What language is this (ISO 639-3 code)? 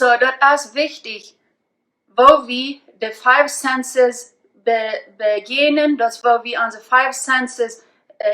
pdt